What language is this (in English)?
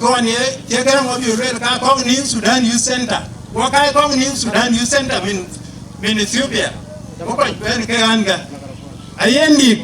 Dinka